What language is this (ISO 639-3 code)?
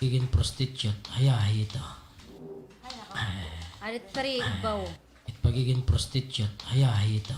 war